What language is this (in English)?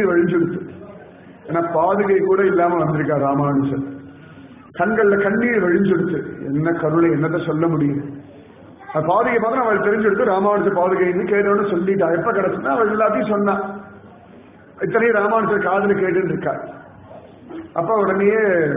Tamil